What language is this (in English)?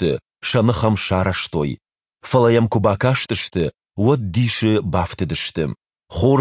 Ossetic